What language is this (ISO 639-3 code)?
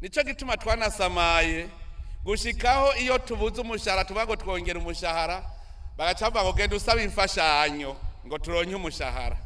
run